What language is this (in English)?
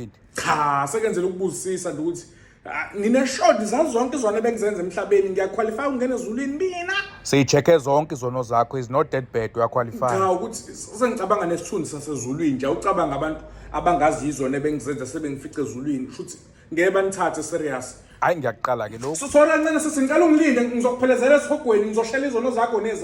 Zulu